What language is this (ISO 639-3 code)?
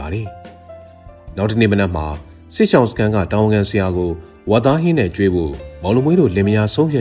mya